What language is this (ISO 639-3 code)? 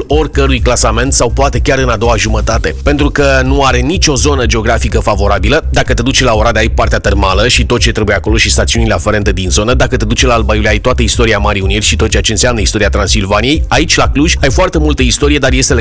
ron